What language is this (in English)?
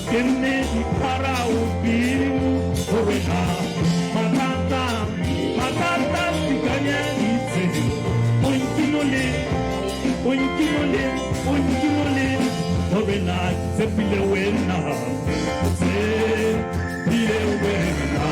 Tswana